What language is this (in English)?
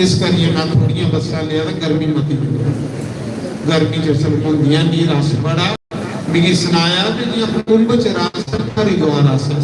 Dogri